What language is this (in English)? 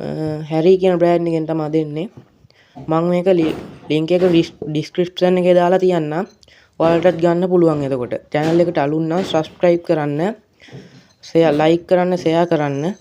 Sinhala